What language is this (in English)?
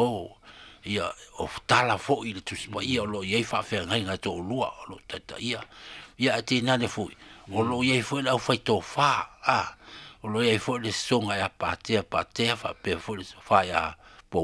Samoan